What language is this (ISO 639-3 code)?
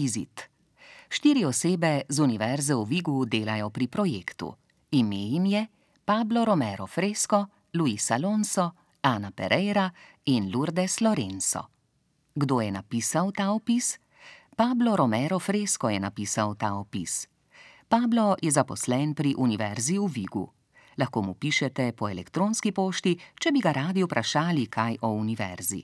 slv